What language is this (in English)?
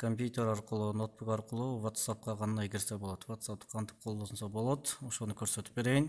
Kyrgyz